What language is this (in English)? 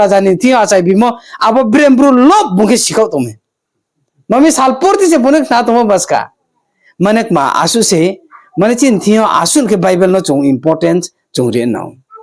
Riang (India)